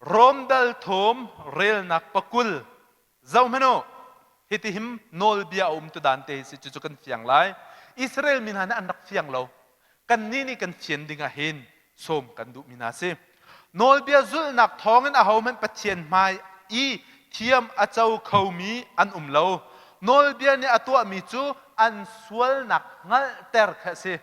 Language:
Hakha Chin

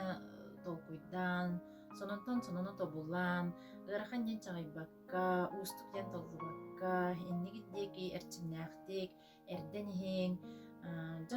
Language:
Yakut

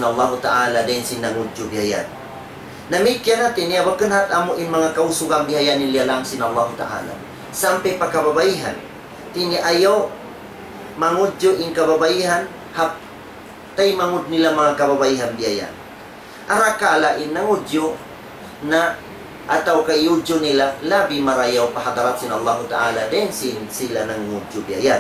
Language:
Tausug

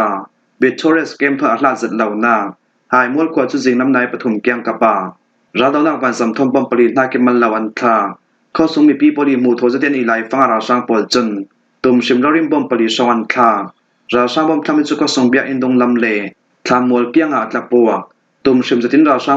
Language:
Falam Chin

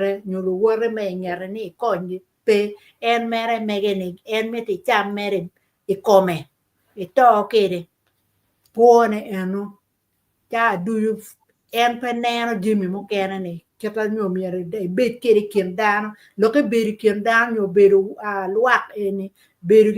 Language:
Acoli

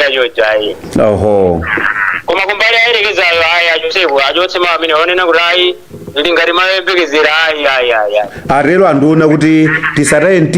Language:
Nyanja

